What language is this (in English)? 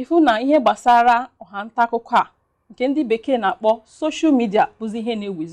Igbo